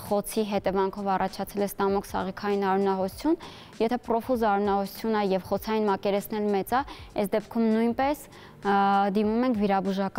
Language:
Armenian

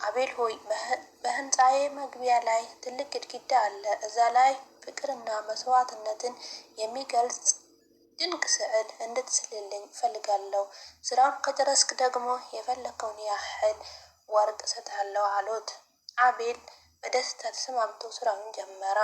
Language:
Amharic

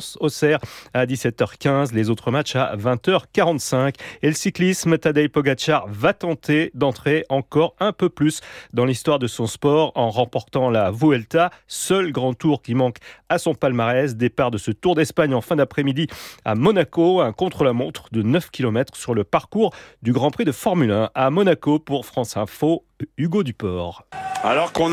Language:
French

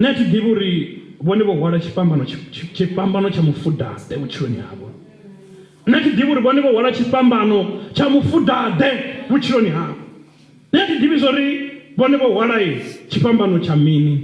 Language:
Venda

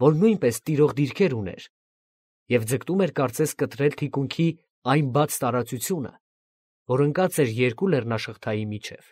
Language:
Armenian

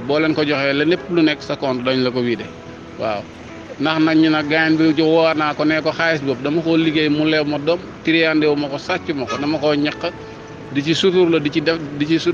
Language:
Wolof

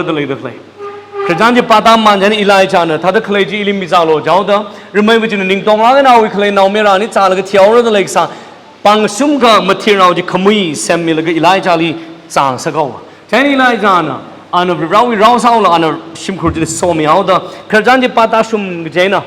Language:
Tangkhul Naga (India)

